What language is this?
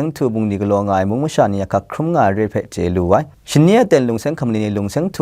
Kachin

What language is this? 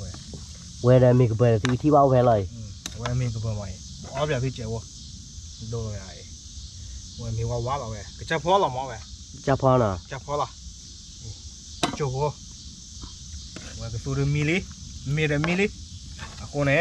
S'gaw Karen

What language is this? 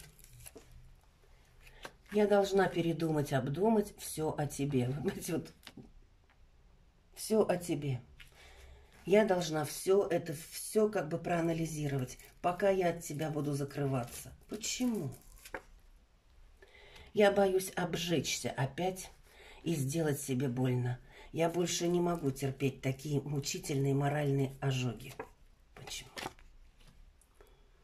Russian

